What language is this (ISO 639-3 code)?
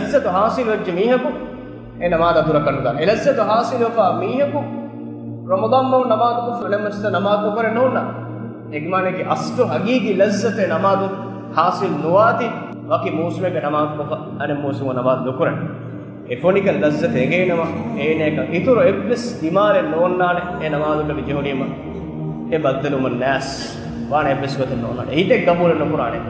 div